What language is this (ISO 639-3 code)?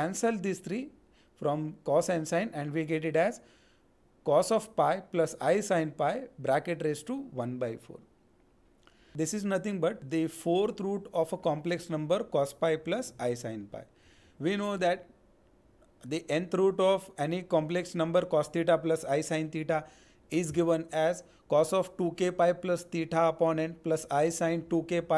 eng